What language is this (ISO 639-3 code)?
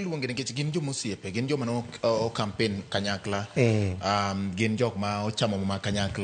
luo